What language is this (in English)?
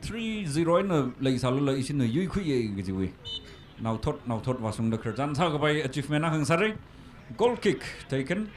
Tangkhul Naga (India)